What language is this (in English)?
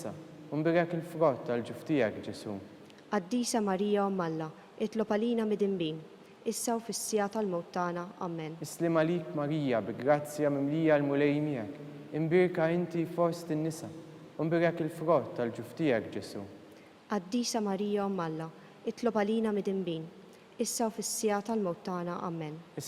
Maltese